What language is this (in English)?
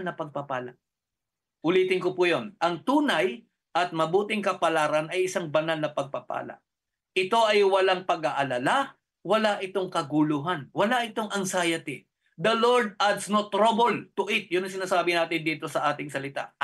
Filipino